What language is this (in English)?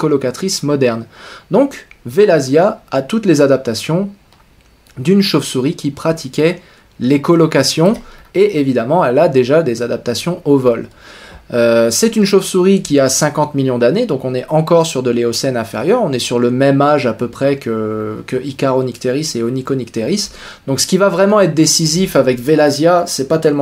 French